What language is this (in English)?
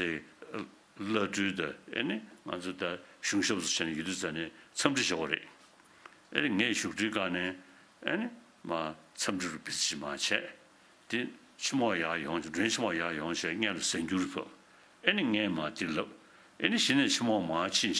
Tibetan